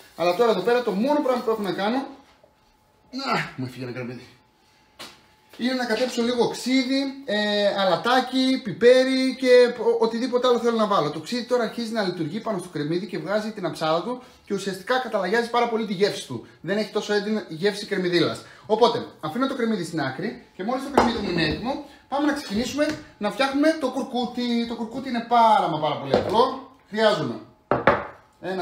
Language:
Greek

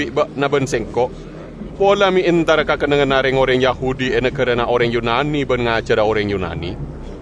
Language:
Madurese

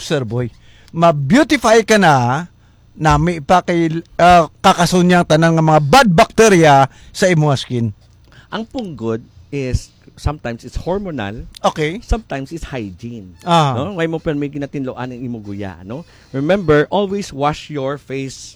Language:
Hiligaynon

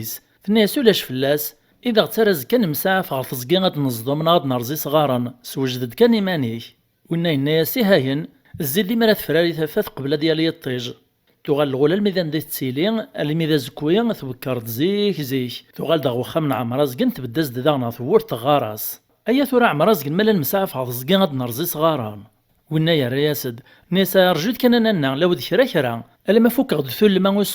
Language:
Kabyle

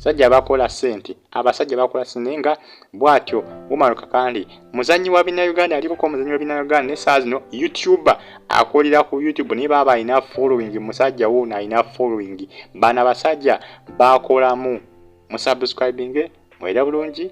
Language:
Ganda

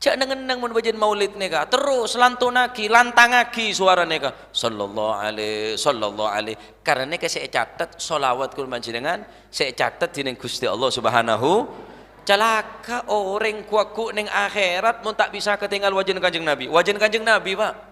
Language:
Madurese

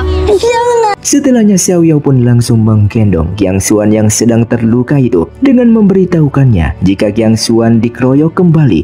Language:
Indonesian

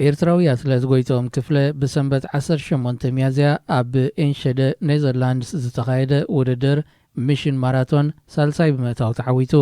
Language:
Tigrinya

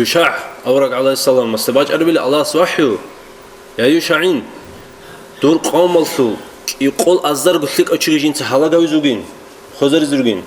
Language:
Avaric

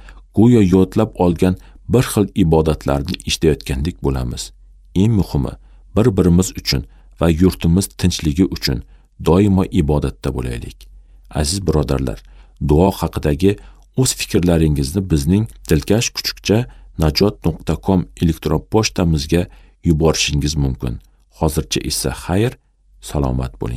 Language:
Uzbek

